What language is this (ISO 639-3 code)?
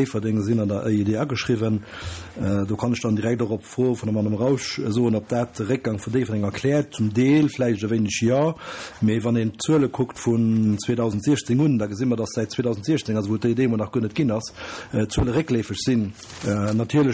ltz